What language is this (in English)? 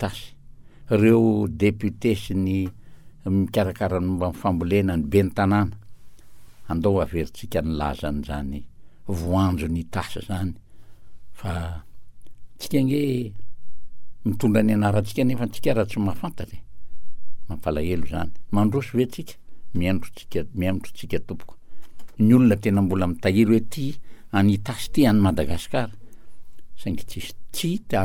Malagasy